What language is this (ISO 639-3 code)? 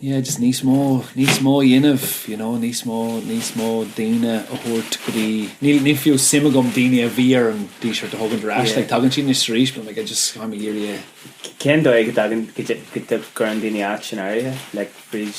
gle